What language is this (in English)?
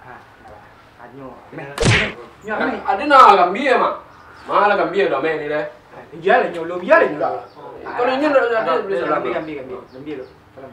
Minangkabau